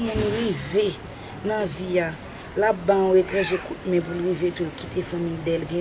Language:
Haitian Creole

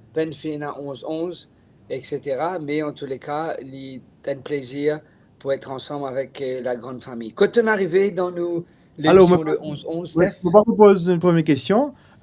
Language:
Morisyen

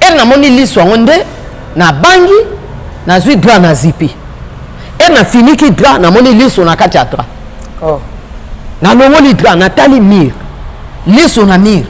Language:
Lingala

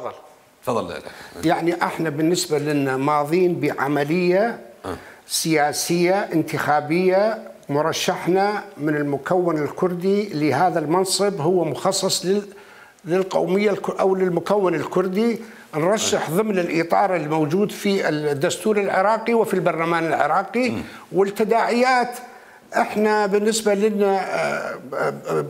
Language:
Mesopotamian Arabic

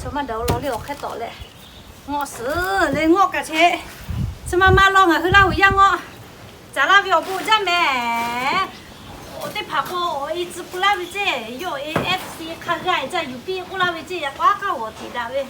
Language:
Lahu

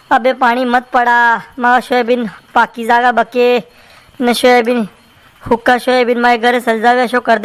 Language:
Rajasthani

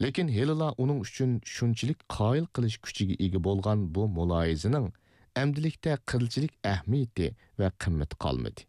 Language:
Uyghur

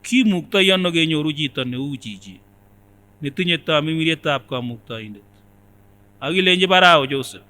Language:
Kipsigis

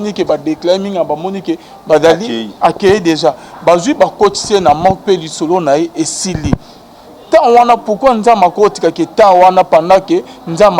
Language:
Lingala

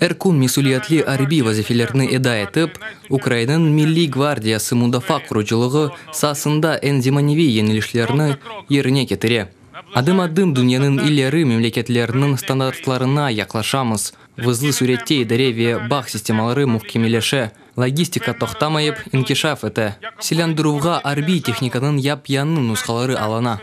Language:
Crimean Tatar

